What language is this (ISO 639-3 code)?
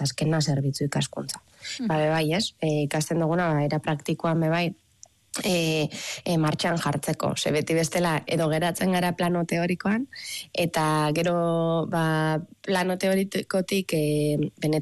eus